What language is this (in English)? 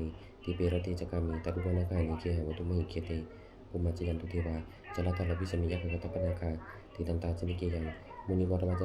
Pali